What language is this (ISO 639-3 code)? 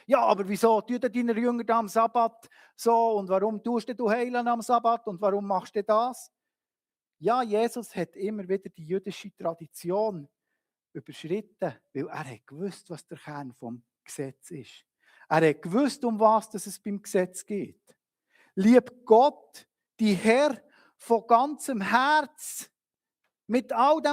gsw